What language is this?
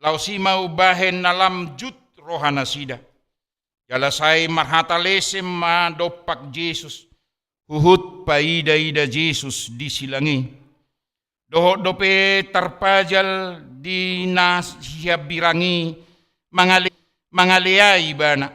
Batak Toba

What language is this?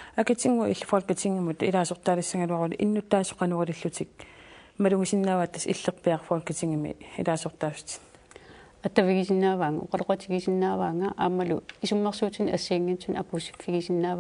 Kalaallisut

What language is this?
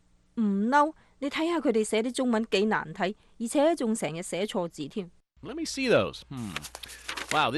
Cantonese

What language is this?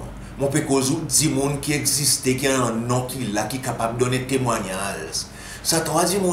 Seselwa Creole French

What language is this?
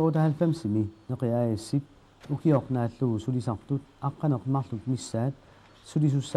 Kalaallisut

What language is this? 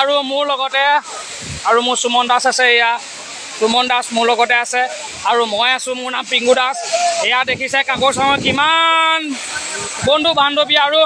Assamese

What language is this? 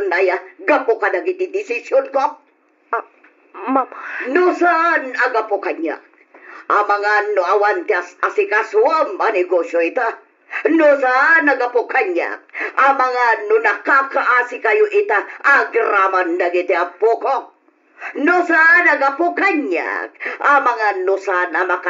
Iloko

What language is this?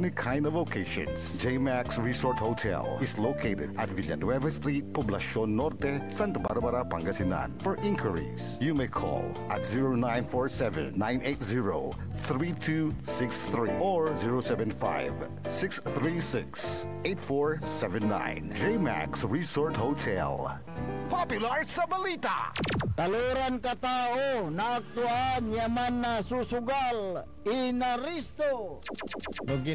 Pangasinan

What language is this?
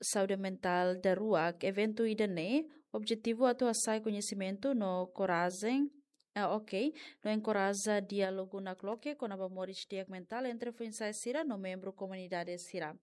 Tetum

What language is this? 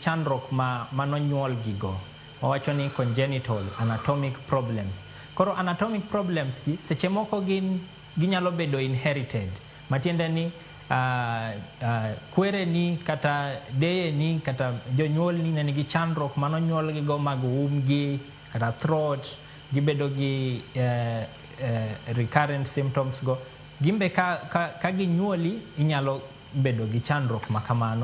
Luo (Kenya and Tanzania)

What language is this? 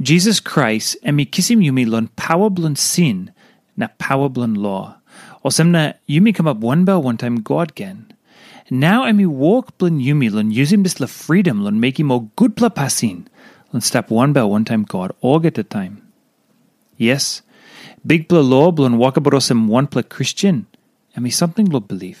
Tok Pisin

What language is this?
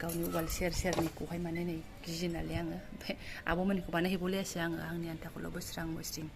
Bodo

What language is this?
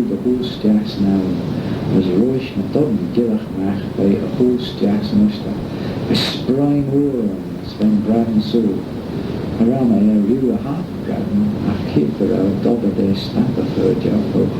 Manx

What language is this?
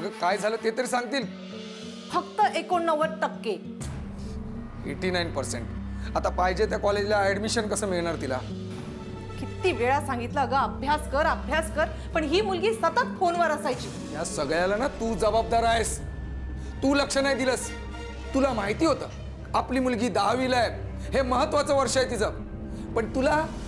Marathi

